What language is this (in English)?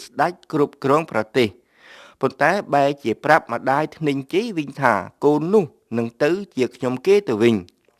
Khmer